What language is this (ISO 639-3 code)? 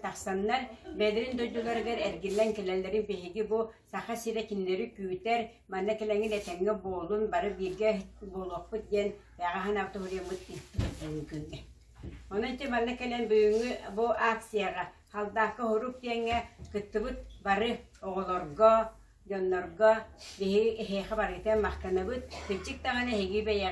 sah